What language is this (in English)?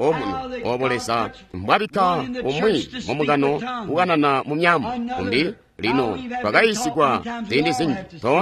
Tonga (Zambia)